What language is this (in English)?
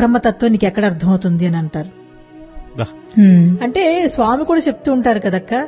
Telugu